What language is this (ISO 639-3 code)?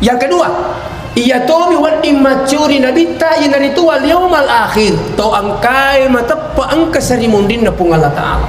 bug